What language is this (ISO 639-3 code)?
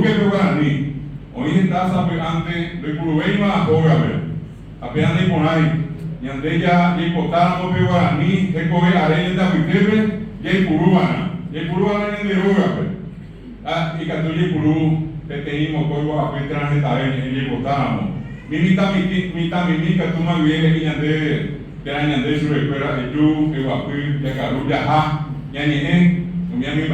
grn